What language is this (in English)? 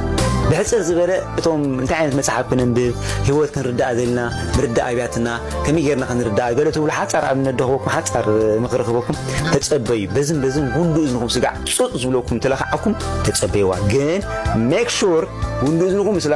Tigrinya